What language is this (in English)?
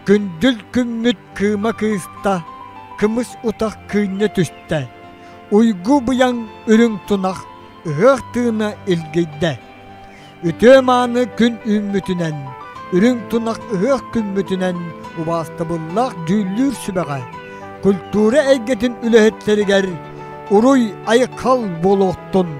Yakut